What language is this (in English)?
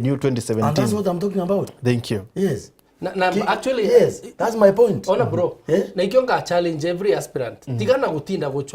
Meru